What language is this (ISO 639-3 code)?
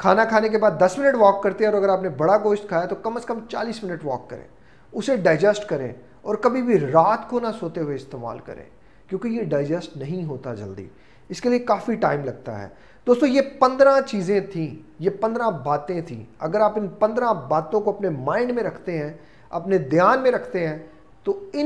urd